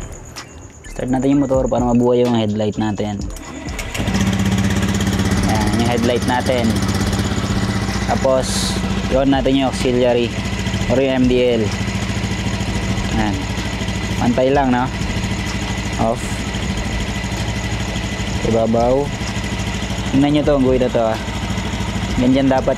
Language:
Filipino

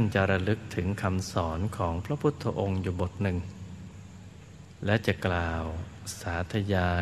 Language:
Thai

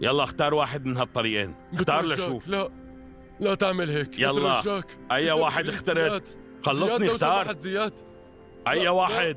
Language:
North Levantine Arabic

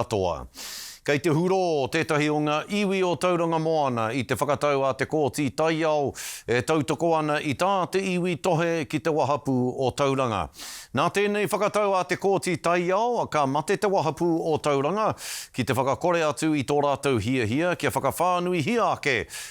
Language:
Māori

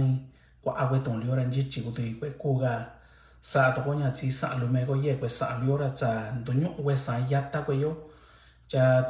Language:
Mixtepec Mixtec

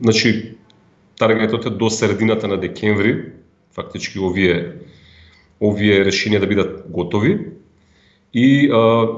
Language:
Macedonian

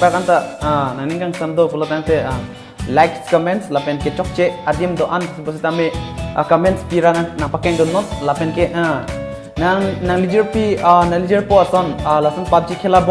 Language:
Karbi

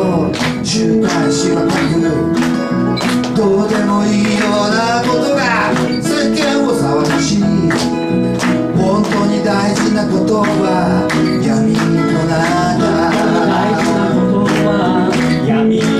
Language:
Japanese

